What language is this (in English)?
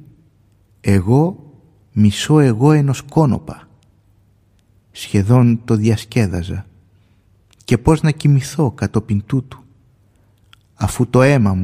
Greek